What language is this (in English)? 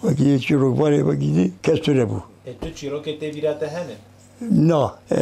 Kurdish